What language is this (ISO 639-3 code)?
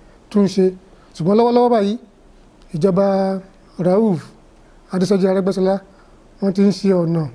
yor